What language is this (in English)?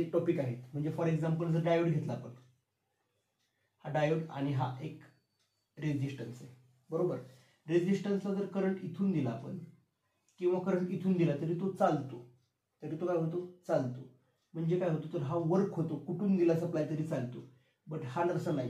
Marathi